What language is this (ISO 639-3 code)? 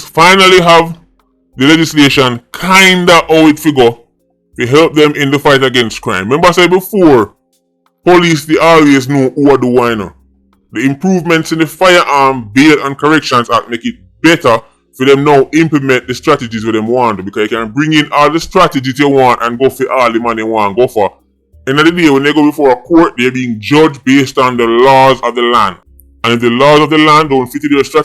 jam